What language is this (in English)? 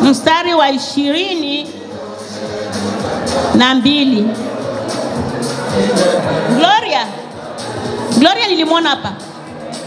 Swahili